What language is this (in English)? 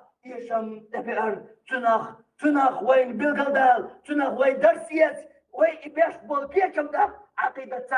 Chechen